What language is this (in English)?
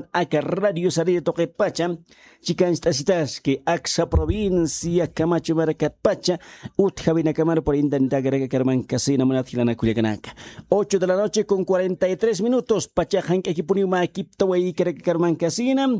Aymara